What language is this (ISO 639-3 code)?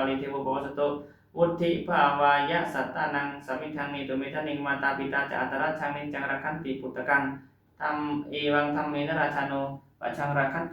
pli